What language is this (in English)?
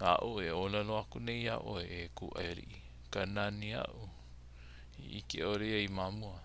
Hawaiian